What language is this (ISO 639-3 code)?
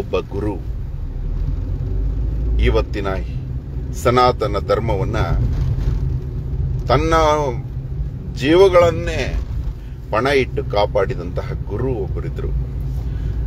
kan